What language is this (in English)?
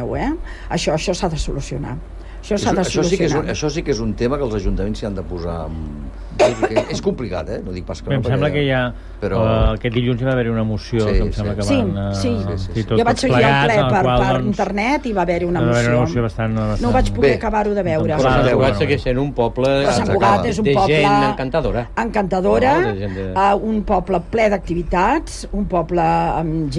Catalan